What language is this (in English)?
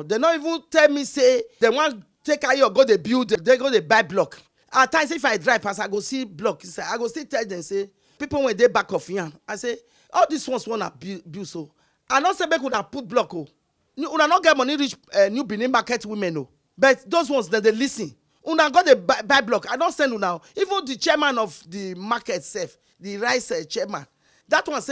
Nigerian Pidgin